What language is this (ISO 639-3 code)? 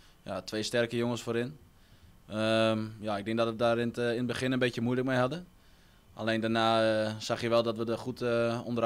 nld